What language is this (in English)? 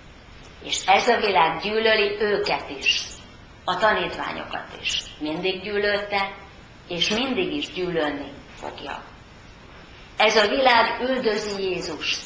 Hungarian